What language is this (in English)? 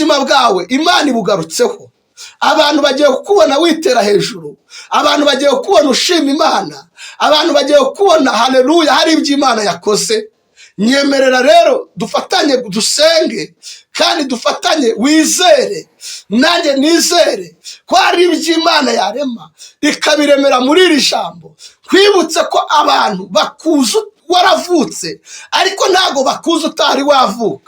Kinyarwanda